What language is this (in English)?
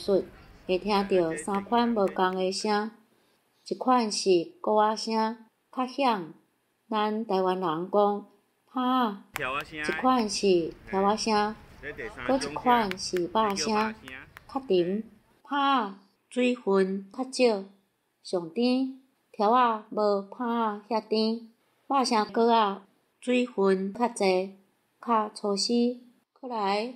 Min Nan Chinese